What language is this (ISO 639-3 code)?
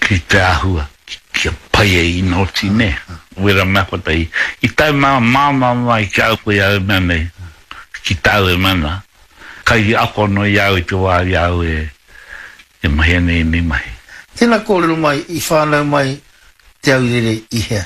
mri